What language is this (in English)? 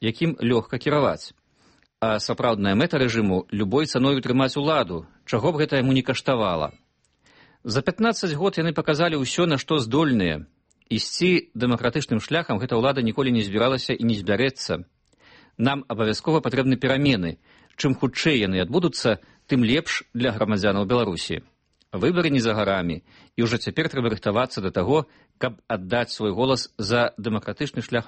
Belarusian